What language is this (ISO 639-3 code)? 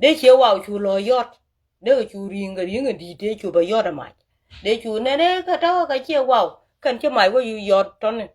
nus